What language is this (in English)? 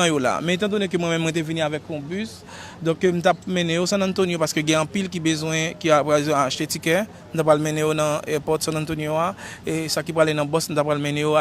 Haitian Creole